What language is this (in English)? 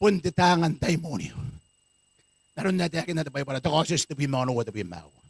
Gilbertese